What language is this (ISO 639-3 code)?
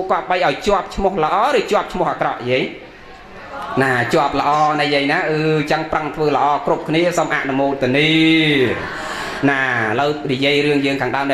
khm